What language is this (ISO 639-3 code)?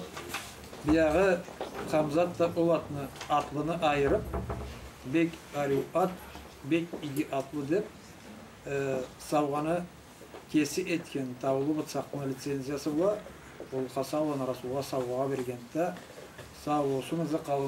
krc